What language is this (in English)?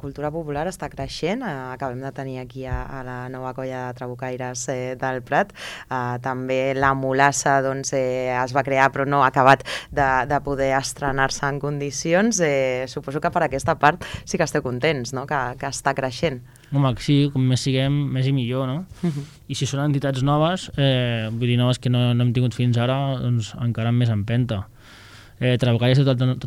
Catalan